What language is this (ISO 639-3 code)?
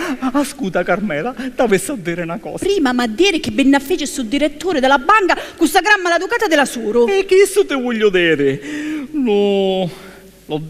scn